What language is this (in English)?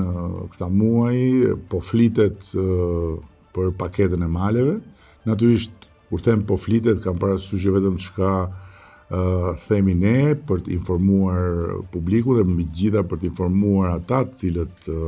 Albanian